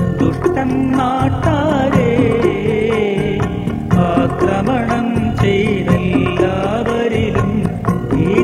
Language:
Malayalam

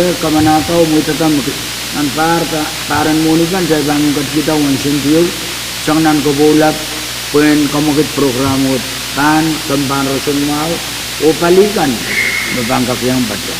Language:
Pohnpeian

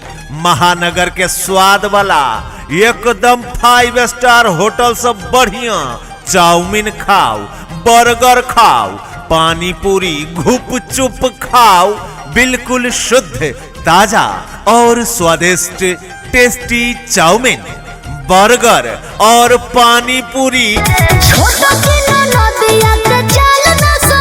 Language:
Maithili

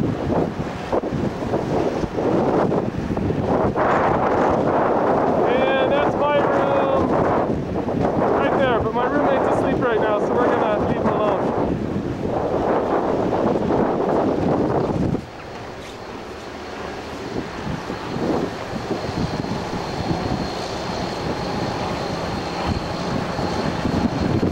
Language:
English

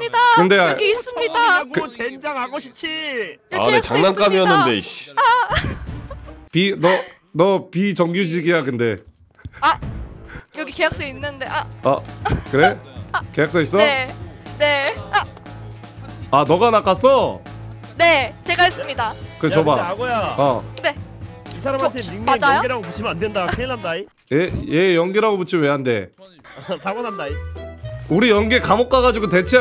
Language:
Korean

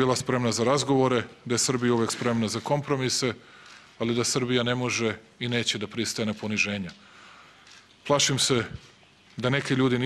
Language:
Serbian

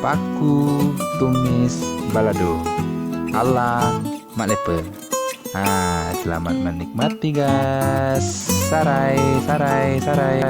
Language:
Minangkabau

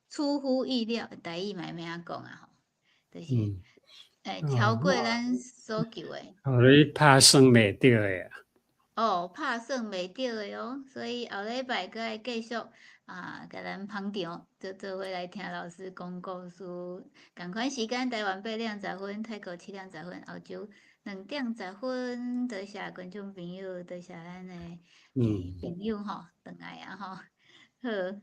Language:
Min Nan Chinese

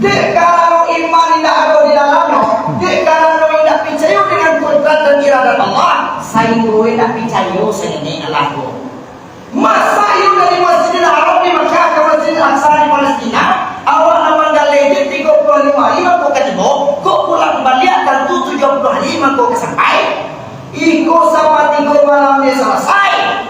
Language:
Minangkabau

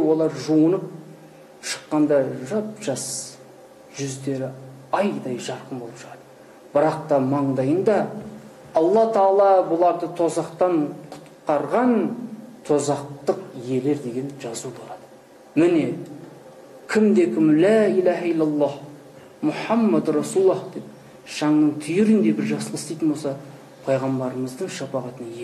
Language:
Kazakh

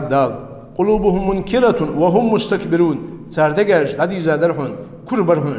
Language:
Ingush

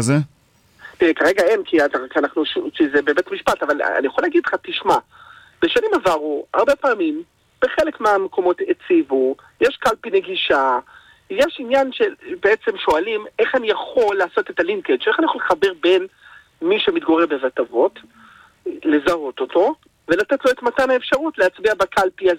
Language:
Hebrew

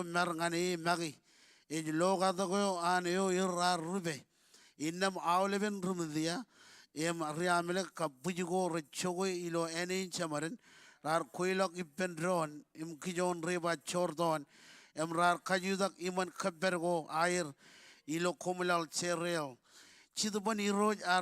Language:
Marshallese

